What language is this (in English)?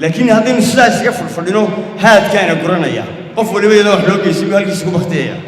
Somali